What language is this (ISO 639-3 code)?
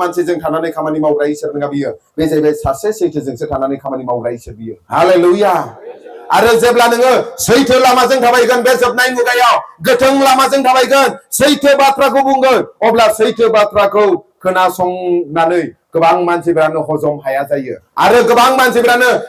brx